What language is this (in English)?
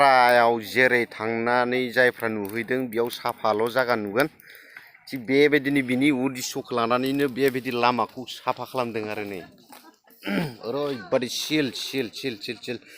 Bodo